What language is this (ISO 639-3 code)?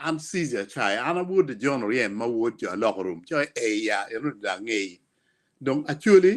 ach